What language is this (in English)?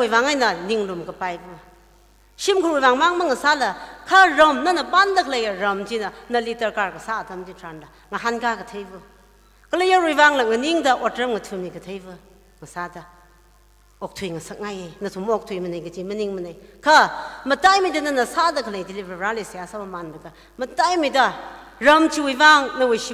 Tangkhul Naga (India)